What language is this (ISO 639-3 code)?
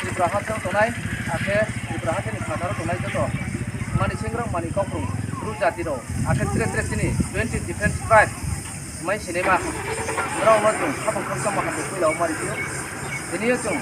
ria